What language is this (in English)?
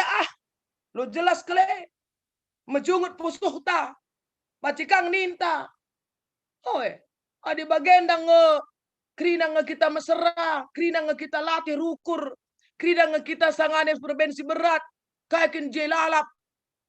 Batak Karo